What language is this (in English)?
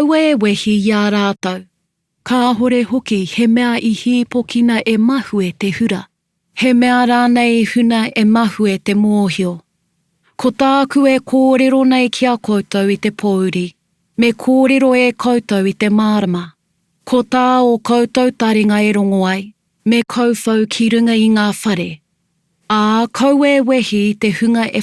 Māori